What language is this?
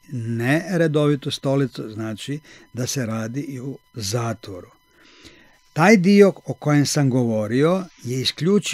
Croatian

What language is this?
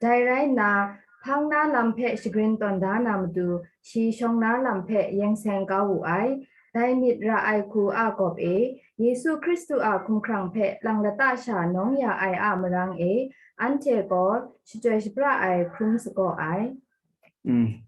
Kachin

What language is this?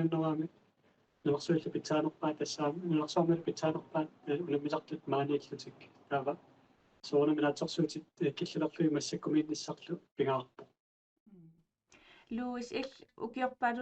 Kalaallisut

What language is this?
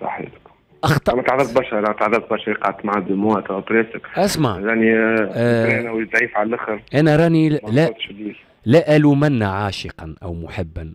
Tunisian Arabic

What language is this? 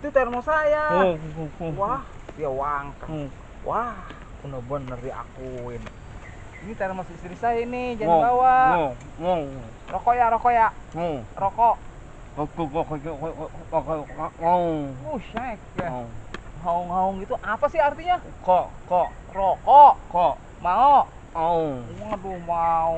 Betawi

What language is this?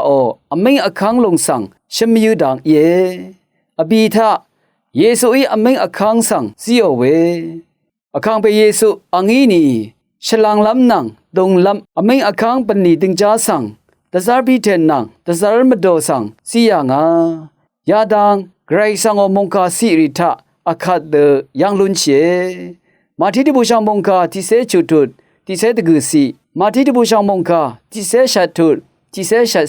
Rawang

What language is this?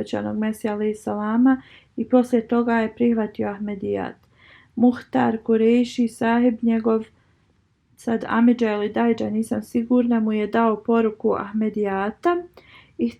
Bosnian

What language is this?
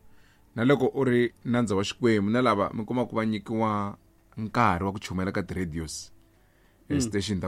Tsonga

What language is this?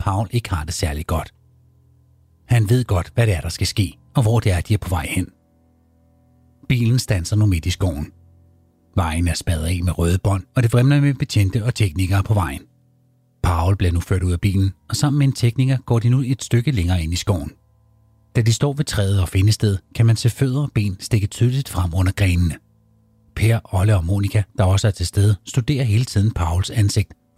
Danish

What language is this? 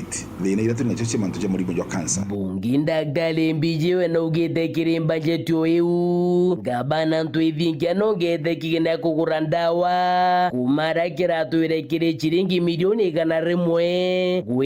Meru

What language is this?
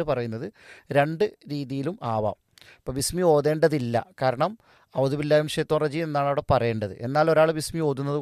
Malayalam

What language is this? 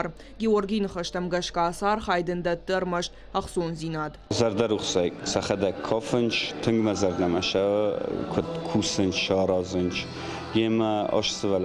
Ossetic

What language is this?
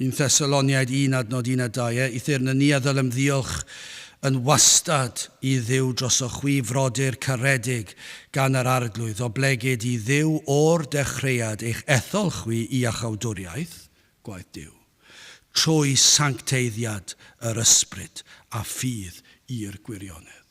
Welsh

